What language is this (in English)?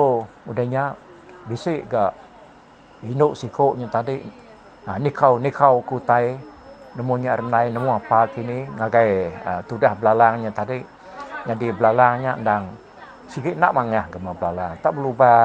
Iban